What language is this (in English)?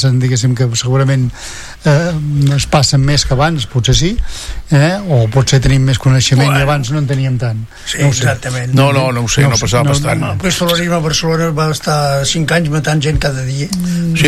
Catalan